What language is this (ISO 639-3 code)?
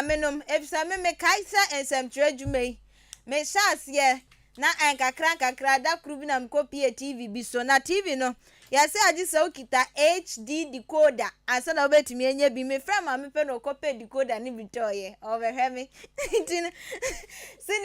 aka